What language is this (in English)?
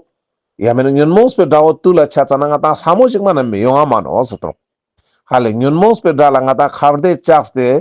Ladakhi